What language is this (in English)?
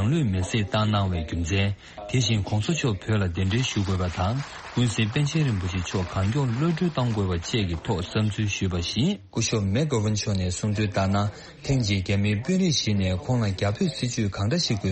Tibetan